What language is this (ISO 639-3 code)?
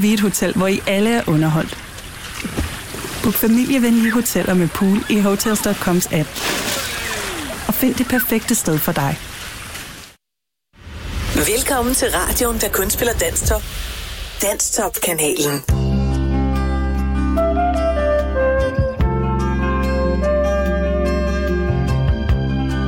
dan